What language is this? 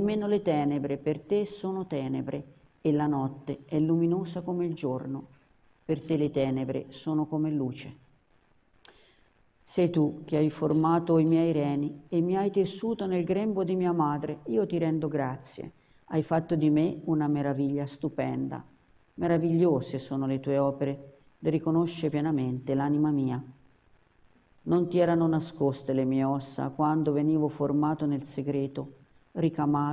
Italian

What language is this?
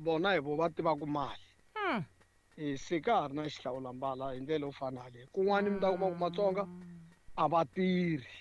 Tsonga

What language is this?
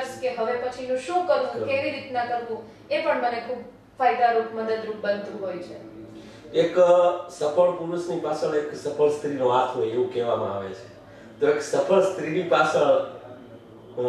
Gujarati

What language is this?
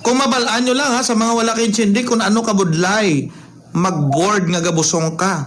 Hiligaynon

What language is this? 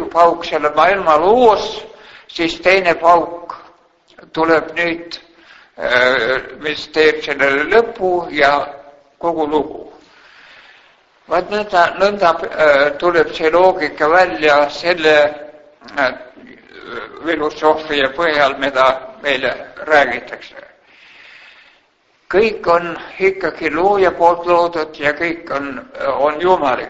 Estonian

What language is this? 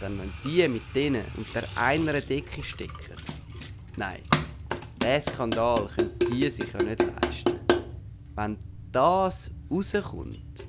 Swiss German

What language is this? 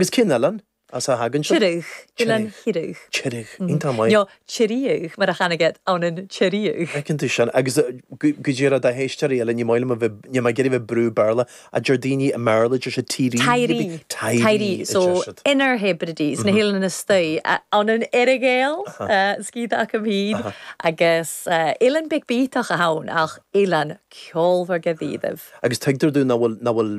Irish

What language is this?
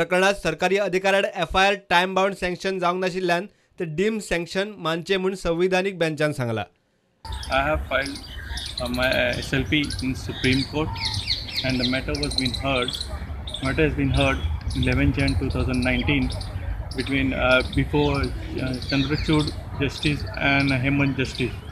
Konkani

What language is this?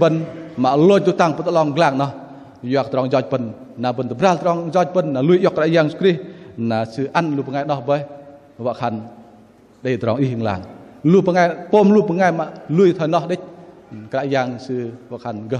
Bahnar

